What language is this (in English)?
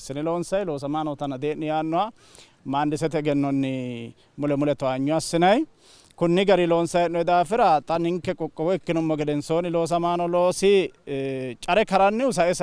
Sidamo